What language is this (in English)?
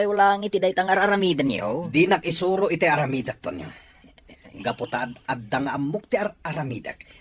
Iloko